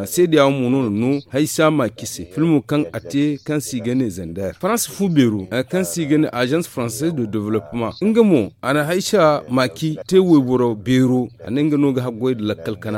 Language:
Zarma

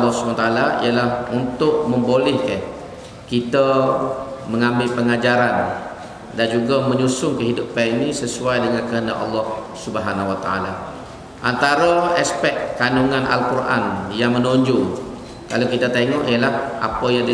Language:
Malay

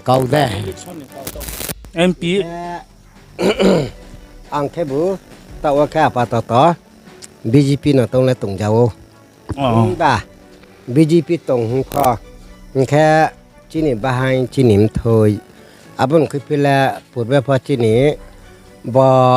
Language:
Riang (India)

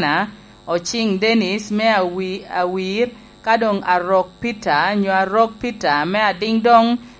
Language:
Lango (Uganda)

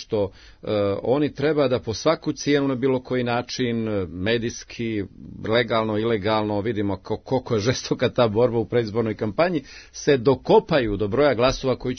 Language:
Serbian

